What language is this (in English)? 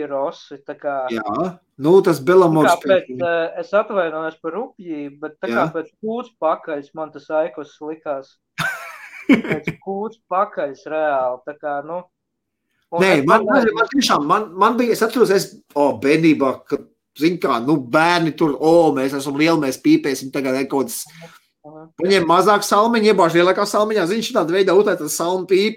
Latvian